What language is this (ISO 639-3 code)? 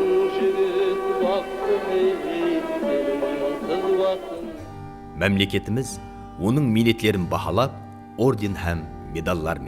kaa